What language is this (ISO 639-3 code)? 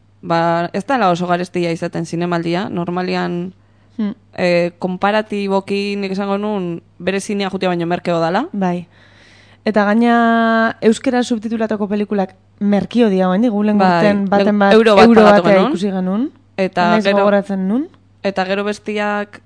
eus